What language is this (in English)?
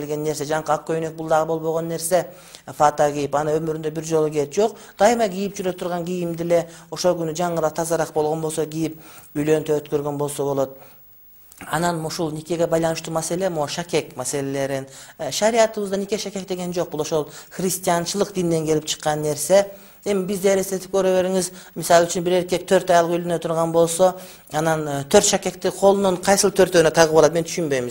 Kyrgyz